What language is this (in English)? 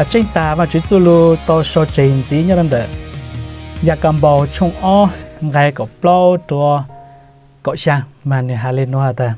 Hmong